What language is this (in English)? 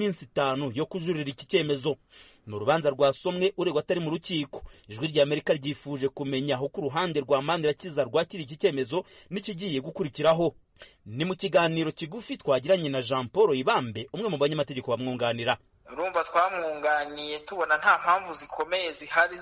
Kinyarwanda